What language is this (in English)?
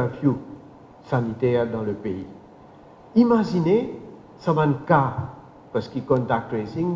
Morisyen